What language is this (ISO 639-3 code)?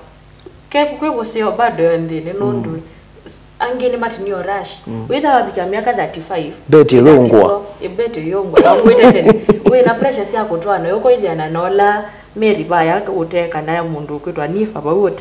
kam